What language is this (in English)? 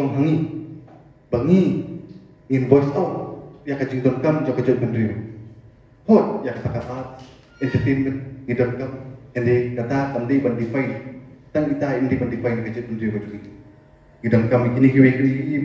Khasi